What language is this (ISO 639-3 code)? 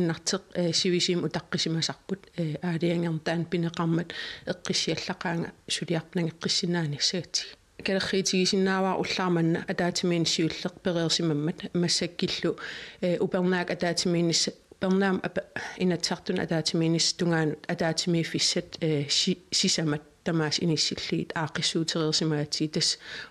kal